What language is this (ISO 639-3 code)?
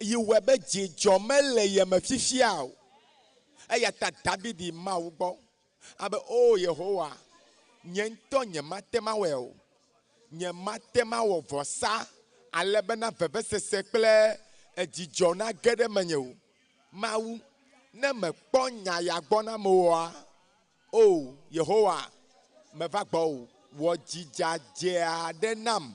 ewe